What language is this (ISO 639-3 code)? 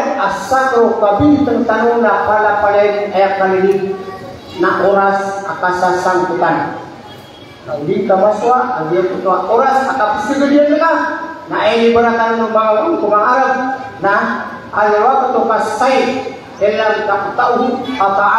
mrw